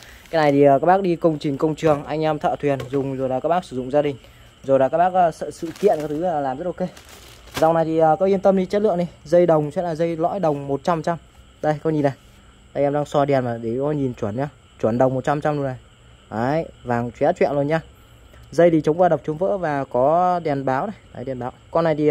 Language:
Vietnamese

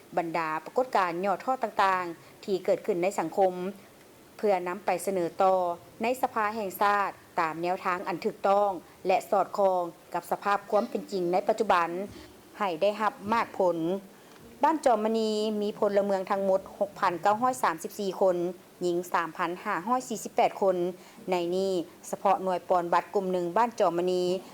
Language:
Lao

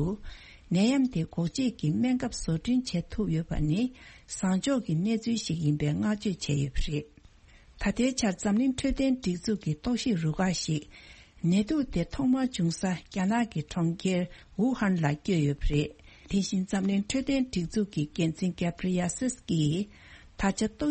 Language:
Tibetan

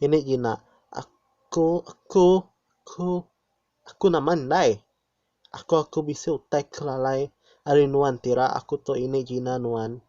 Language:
Iban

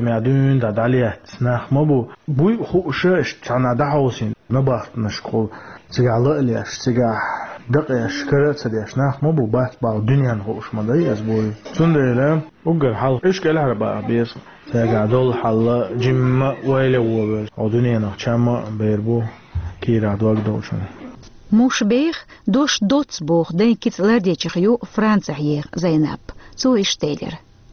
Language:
Chechen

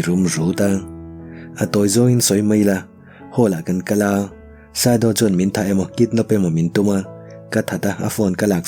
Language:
Mizo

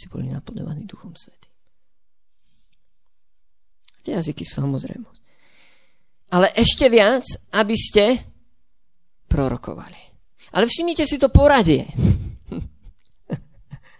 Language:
Slovak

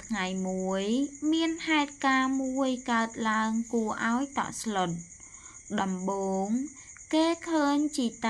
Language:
Khmer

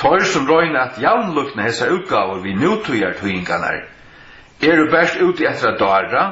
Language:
Faroese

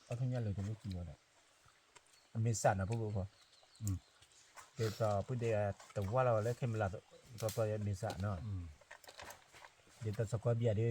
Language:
S'gaw Karen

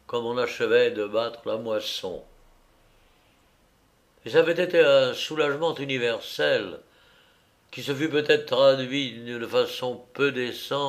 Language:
French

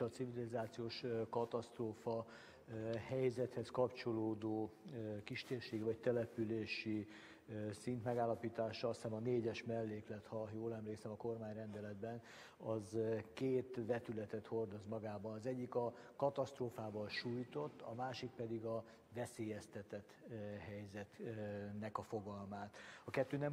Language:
Hungarian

